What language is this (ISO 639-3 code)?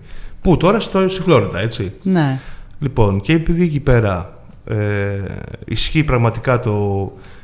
ell